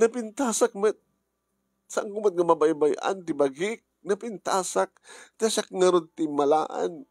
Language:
Iloko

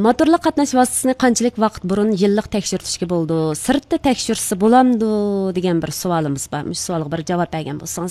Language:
Uyghur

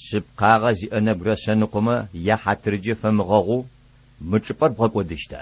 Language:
Adyghe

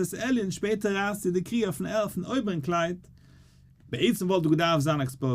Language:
Yiddish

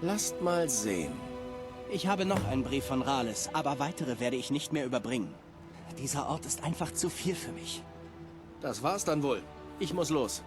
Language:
Bavarian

